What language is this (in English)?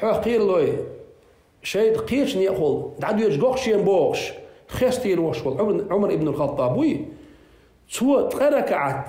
Chechen